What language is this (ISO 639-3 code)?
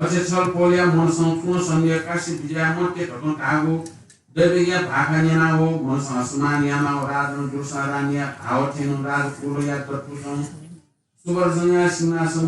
new